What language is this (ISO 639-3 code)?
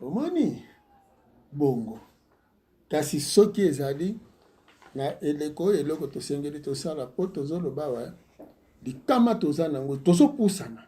lin